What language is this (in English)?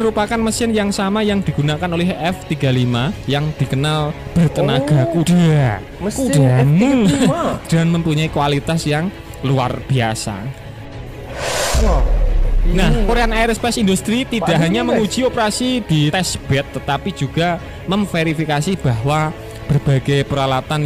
Indonesian